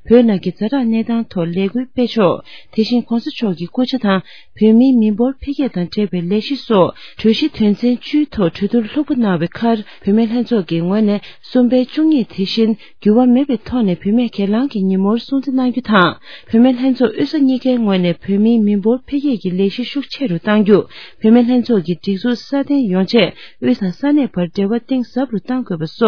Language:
Tibetan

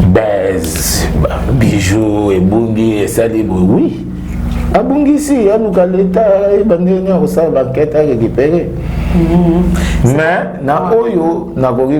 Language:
Lingala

